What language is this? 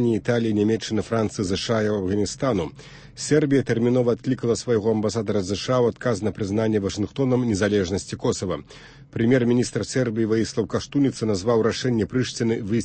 Belarusian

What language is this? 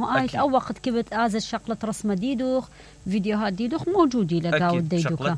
Mesopotamian Arabic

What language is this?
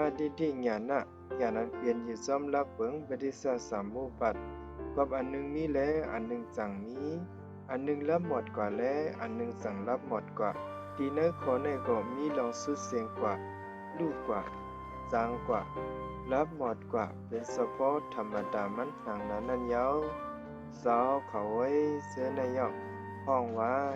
Shan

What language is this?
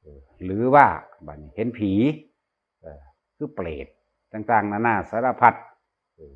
Northeastern Thai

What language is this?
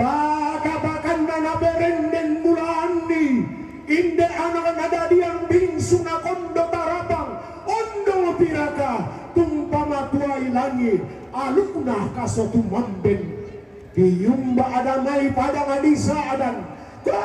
Toraja-Sa'dan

